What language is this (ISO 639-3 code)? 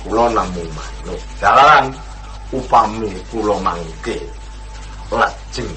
jav